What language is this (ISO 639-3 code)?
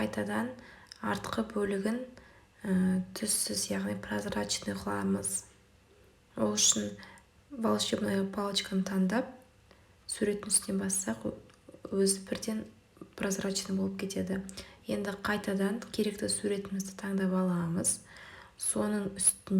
kaz